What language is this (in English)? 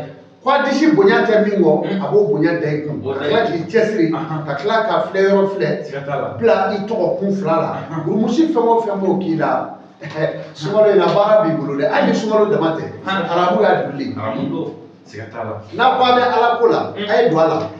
Bambara